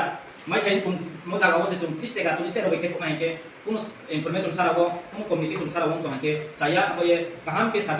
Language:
Riang (India)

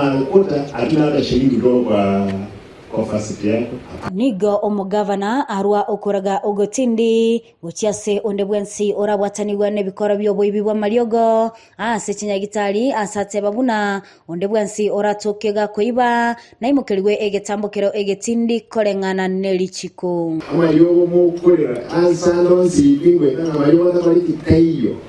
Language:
Gusii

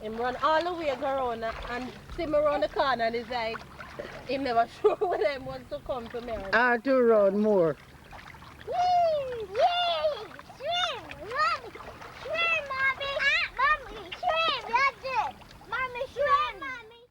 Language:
Jamaican Creole English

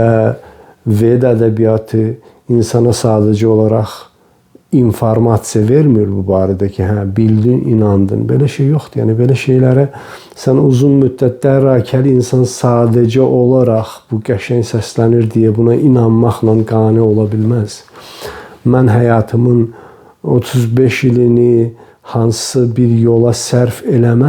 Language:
Azerbaijani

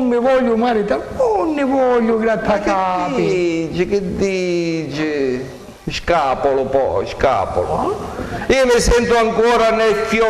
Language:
Sicilian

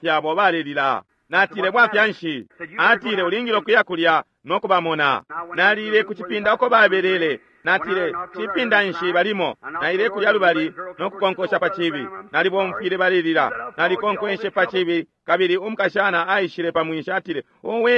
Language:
Bemba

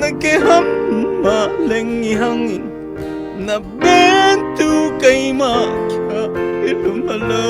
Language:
Falam Chin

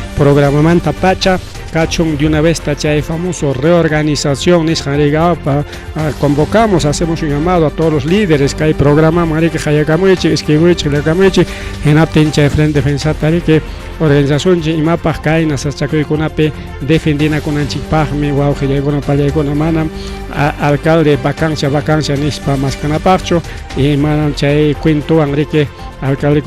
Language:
Ayacucho Quechua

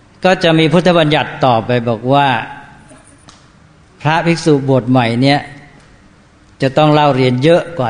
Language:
Thai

